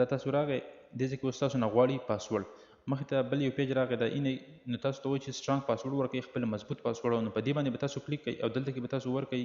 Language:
Pashto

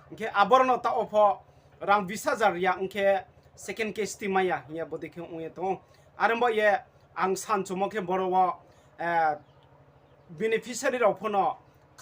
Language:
Riang (India)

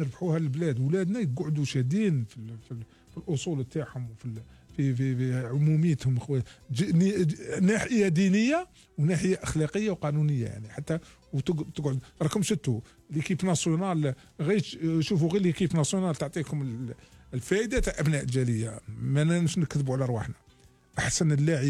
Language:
Algerian Arabic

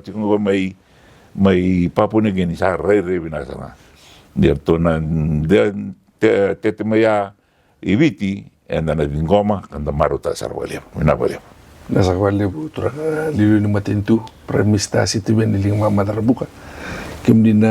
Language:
Fijian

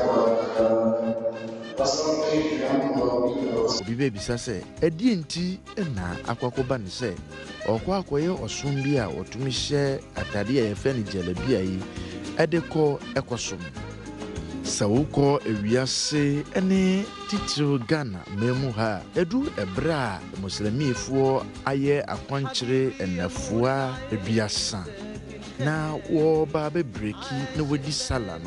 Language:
Akan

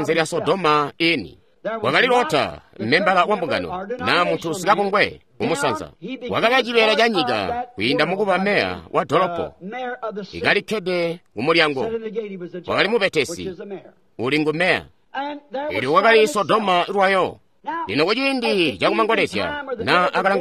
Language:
Tonga (Zambia)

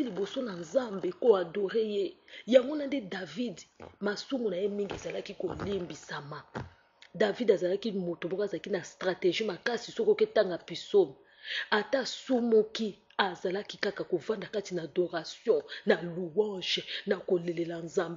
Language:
Lingala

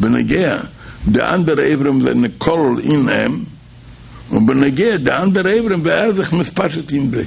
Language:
Yiddish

